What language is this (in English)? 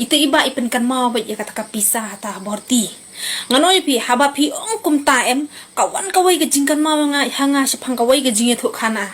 Khasi